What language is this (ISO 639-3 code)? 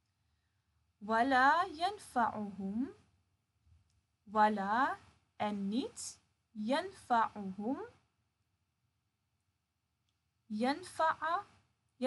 nld